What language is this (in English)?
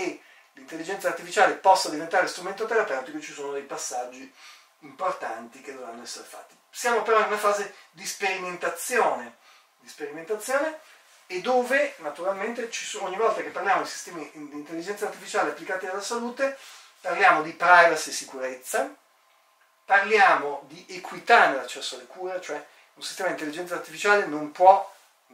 Italian